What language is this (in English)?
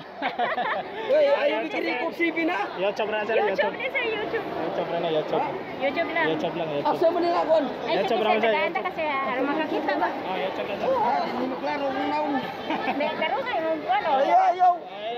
Cebuano